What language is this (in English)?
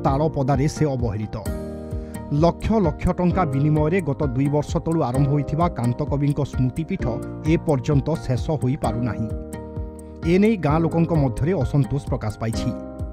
Odia